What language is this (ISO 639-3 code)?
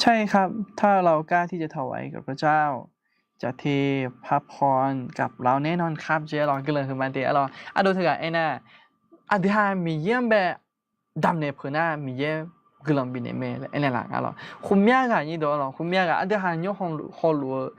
ahk